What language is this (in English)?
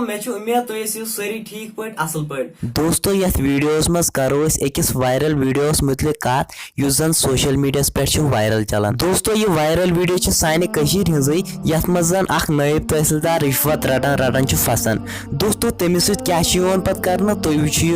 Kashmiri